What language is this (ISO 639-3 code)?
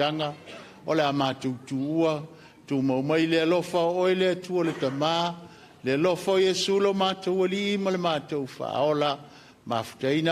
smo